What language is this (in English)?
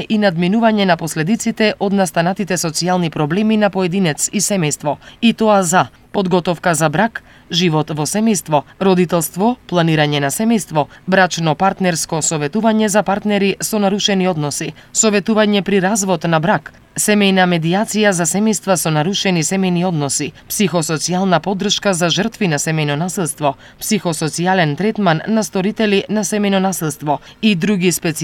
Macedonian